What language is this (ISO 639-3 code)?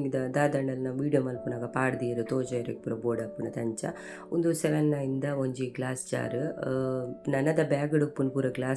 tcy